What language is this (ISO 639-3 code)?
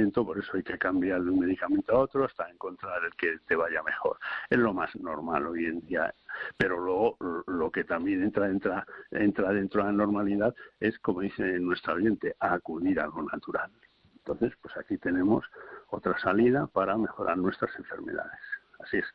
spa